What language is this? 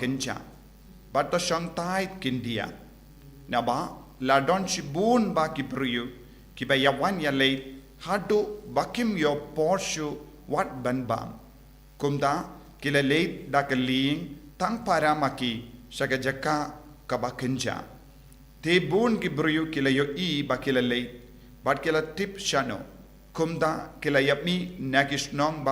Khasi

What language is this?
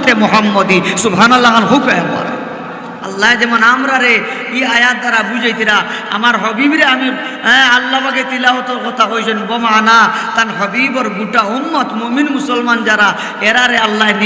Sylheti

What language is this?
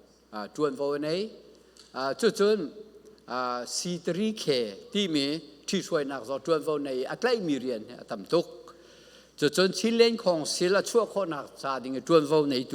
Falam Chin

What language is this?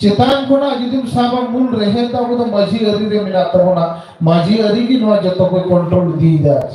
Santali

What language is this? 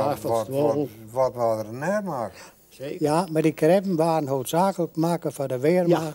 Western Frisian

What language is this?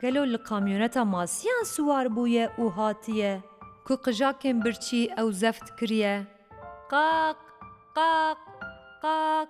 Kurdish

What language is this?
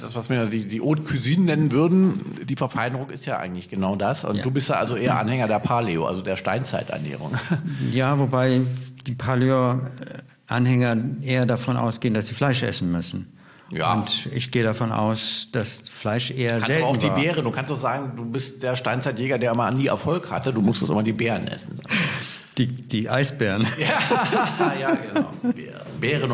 German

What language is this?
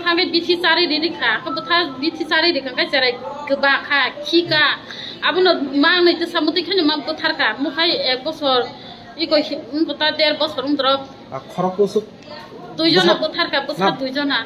Kok Borok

